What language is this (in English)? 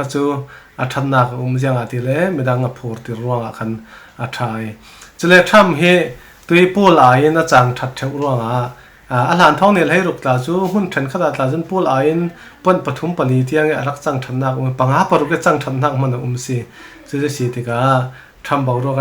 Falam Chin